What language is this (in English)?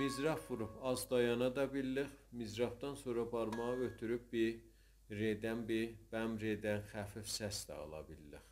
South Azerbaijani